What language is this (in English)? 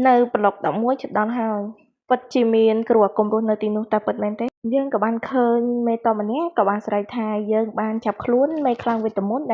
Khmer